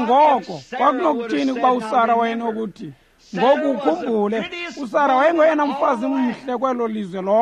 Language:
Xhosa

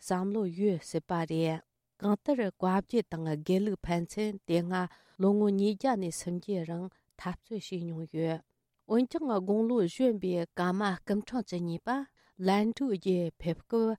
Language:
Tibetan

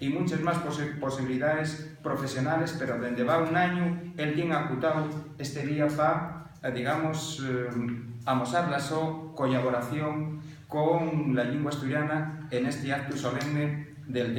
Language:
Asturian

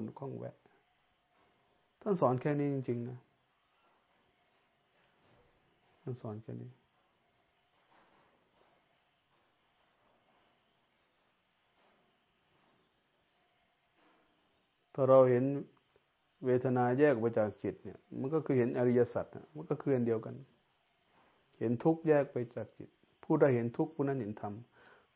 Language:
Thai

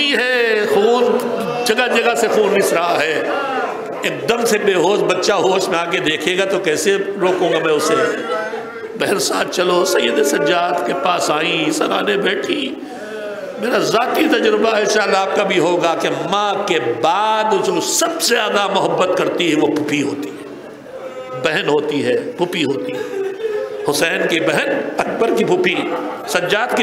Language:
Urdu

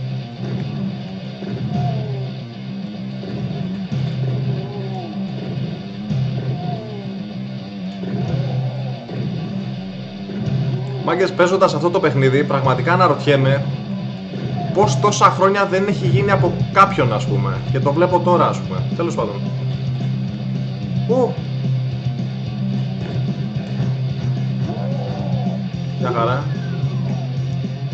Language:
Greek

